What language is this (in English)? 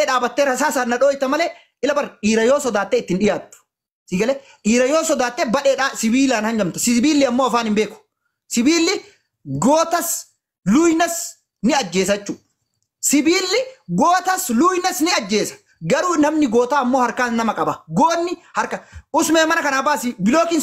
Oromo